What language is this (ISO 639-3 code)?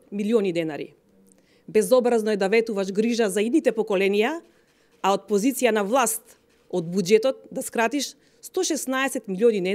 mkd